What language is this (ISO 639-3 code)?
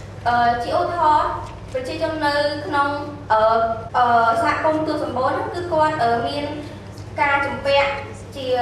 khm